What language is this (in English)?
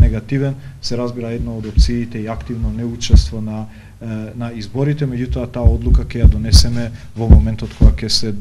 Macedonian